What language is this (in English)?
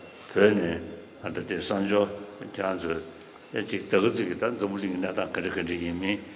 Tibetan